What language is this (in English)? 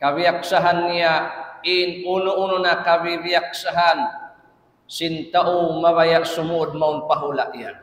Tausug